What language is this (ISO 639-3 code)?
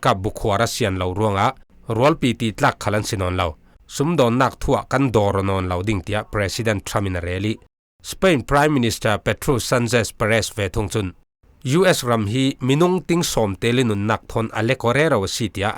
cfm